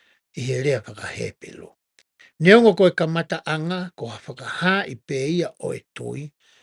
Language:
Tongan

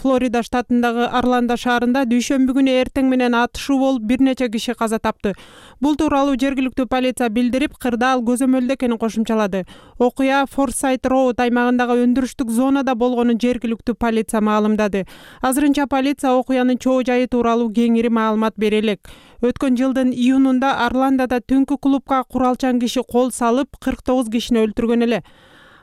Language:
Kyrgyz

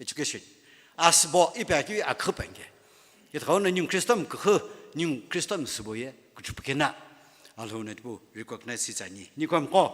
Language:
Sumi Naga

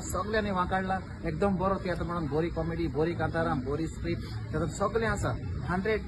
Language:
Konkani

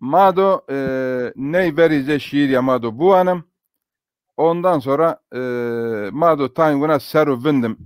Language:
Zaza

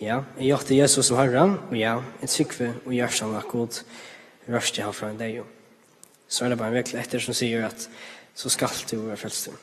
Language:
Faroese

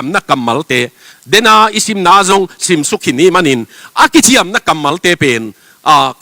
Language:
Tedim Chin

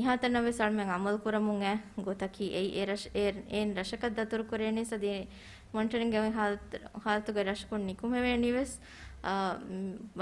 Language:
Divehi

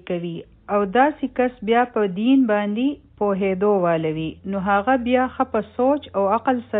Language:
Pashto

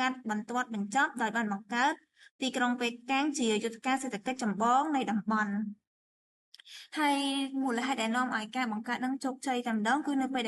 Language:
Khmer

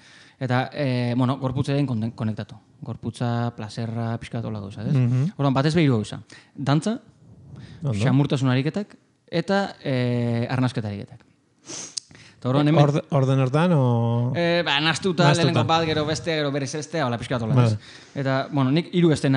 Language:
Basque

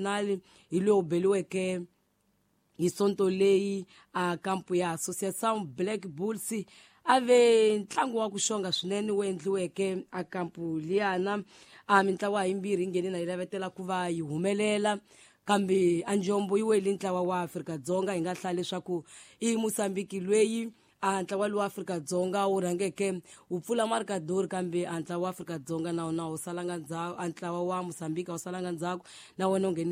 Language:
Tsonga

